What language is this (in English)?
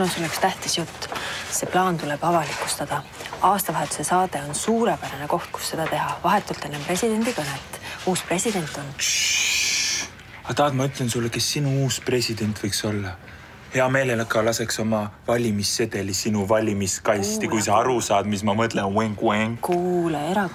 Estonian